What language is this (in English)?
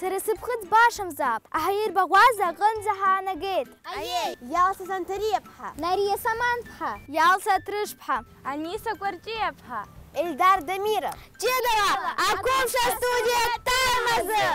Abkhazian